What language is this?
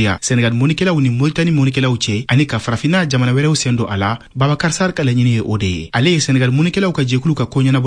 Bambara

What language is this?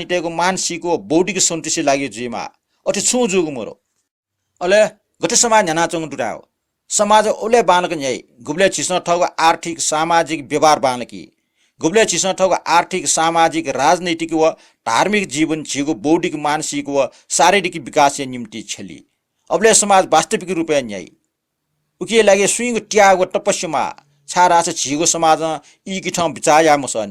Newari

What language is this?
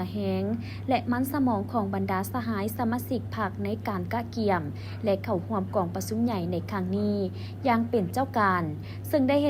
Lao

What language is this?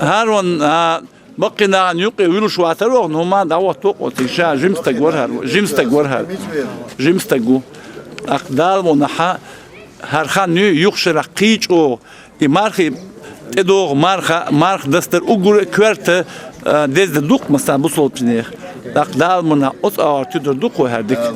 Chechen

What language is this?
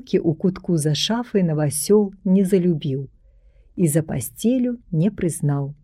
Belarusian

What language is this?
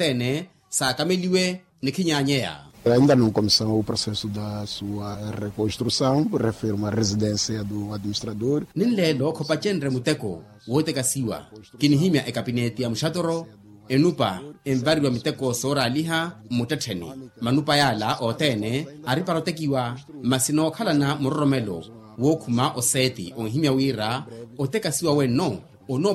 Makhuwa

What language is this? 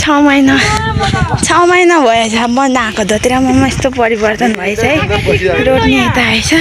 Nepali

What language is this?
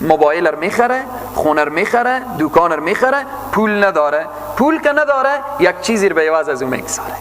Persian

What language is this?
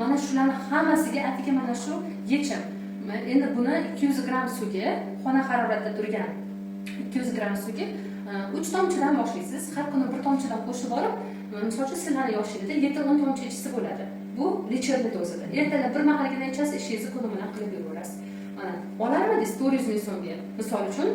Uzbek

